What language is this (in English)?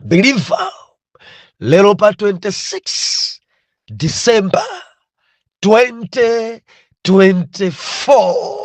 Nyanja